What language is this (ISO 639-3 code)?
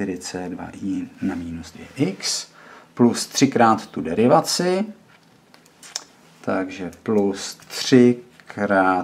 ces